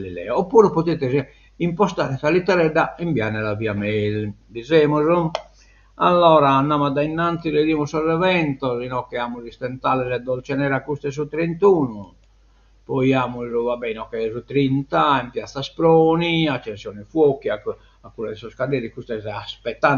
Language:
Sardinian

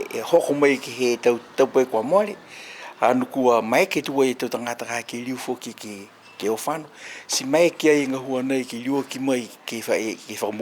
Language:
Niuean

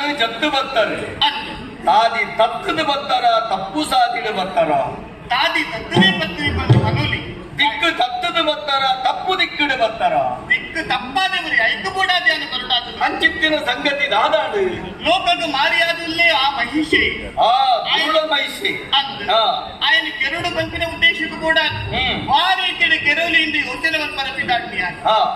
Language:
Tulu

